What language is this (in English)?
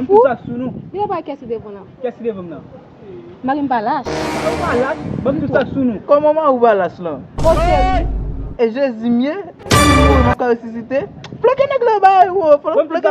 Haitian Creole